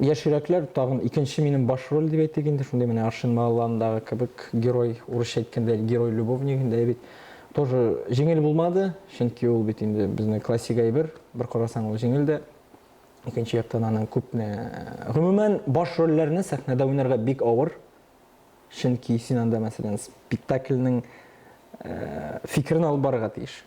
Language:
Tatar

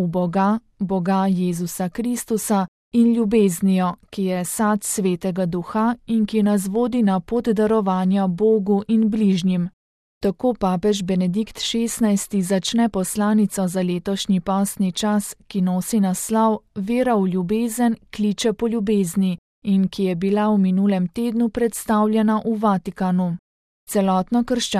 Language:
Slovenian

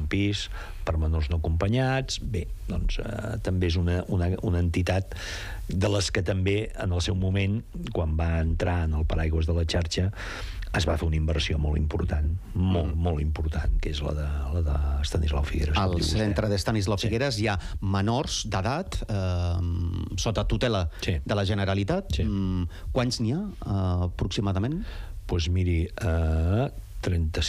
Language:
Catalan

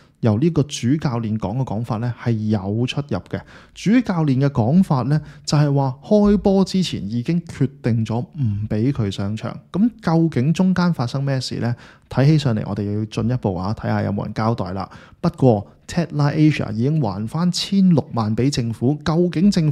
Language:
Cantonese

